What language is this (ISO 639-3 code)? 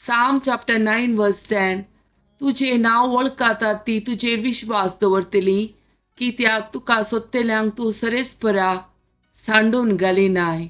kok